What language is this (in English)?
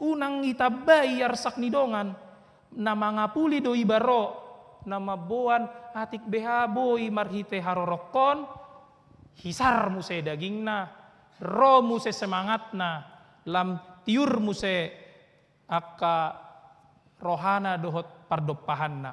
Batak Toba